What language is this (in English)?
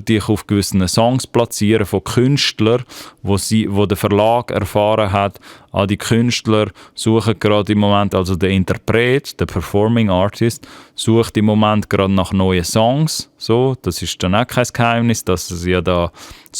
Swiss German